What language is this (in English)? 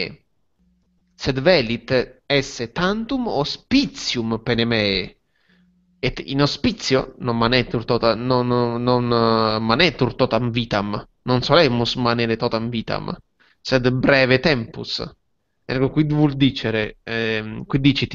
Latin